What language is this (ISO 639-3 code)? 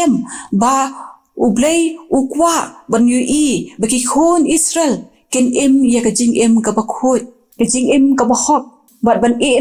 kha